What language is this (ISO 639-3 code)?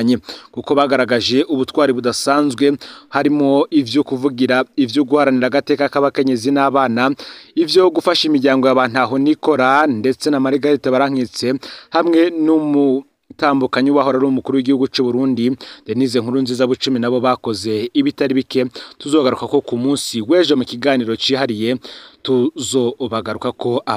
run